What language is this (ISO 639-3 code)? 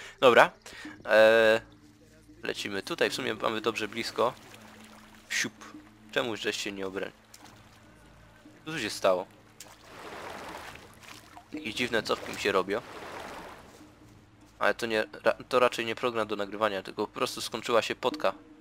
pol